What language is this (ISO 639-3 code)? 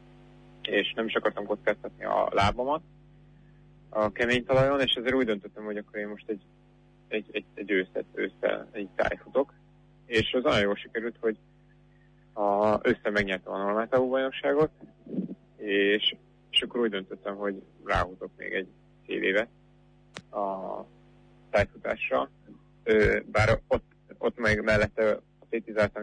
hun